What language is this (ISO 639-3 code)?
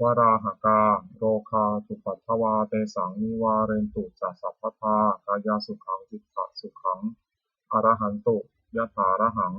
pli